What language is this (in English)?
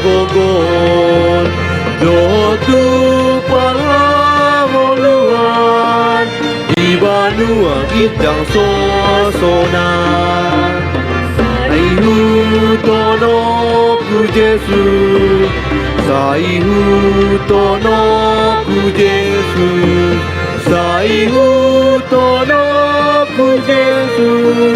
Batak Toba